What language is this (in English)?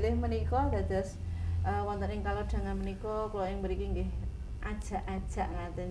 Javanese